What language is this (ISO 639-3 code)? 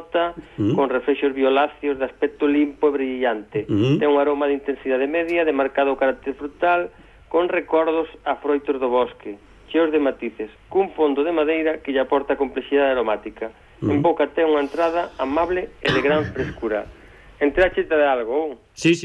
glg